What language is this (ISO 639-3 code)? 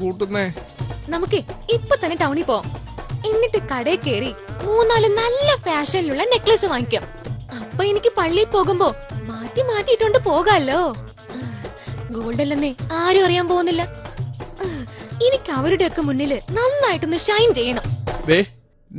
mal